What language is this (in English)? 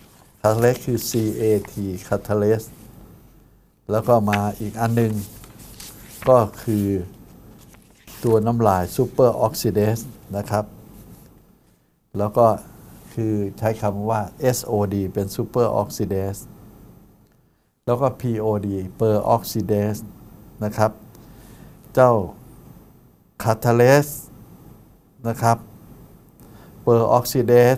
Thai